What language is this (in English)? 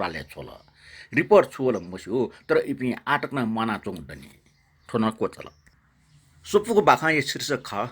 Newari